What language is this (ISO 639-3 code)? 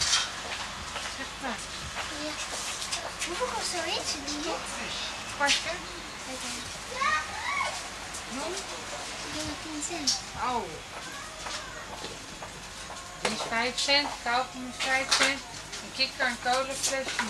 nld